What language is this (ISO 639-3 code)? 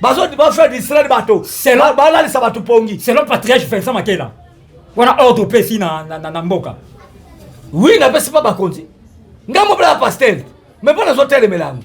lin